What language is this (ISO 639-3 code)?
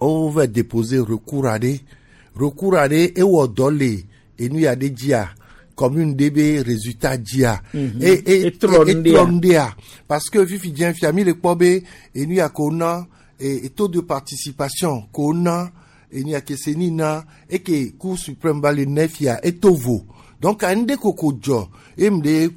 gej